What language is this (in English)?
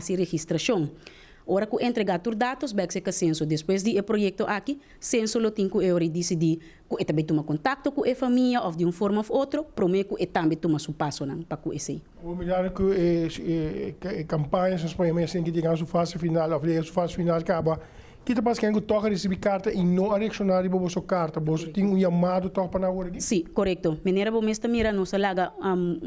Papiamento